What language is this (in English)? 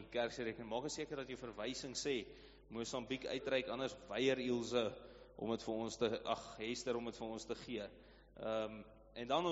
Afrikaans